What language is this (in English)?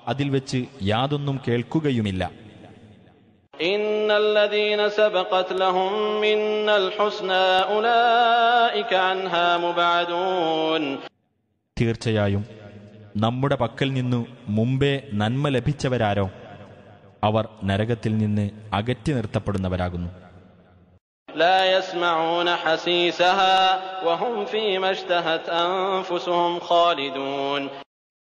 Malayalam